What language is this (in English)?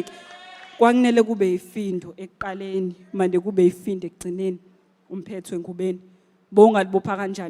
Zulu